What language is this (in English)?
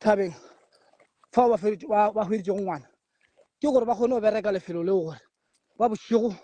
Northern Sotho